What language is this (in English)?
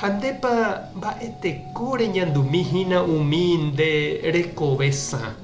Guarani